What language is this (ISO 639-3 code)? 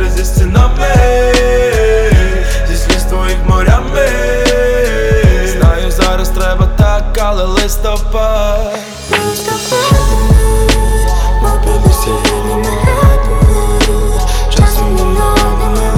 ukr